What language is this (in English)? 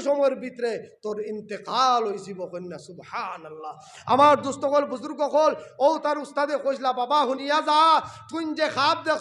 Sylheti